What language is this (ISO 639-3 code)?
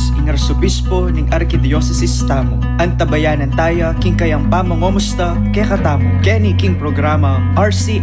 pam